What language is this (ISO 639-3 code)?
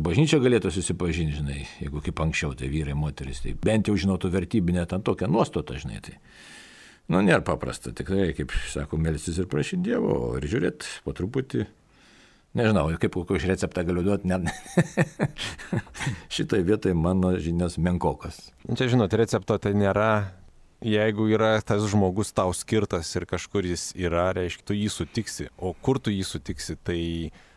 lit